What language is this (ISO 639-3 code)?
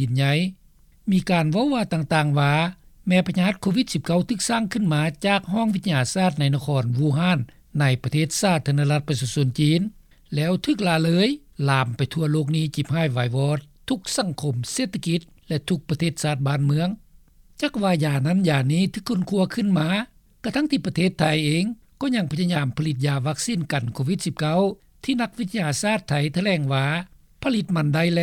lao